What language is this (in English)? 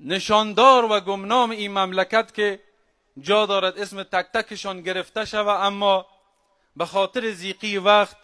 Persian